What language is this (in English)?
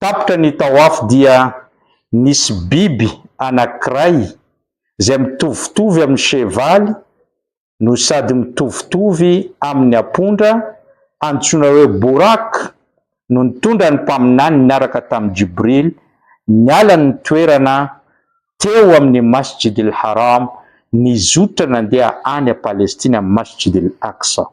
Malagasy